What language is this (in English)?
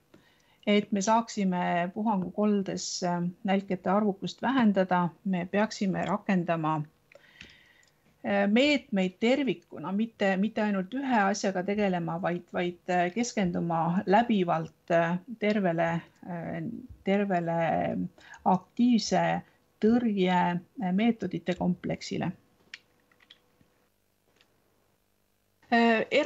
Estonian